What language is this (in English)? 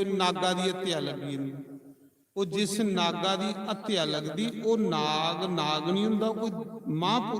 Dogri